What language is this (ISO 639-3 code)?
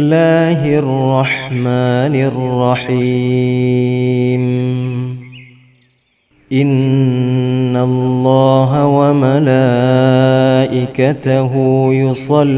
ara